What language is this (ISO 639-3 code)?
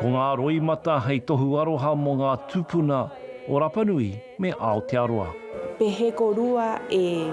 mri